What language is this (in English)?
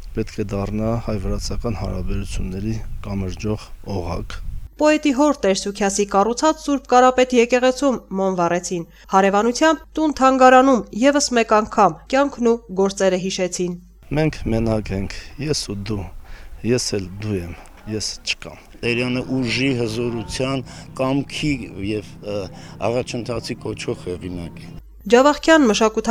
Armenian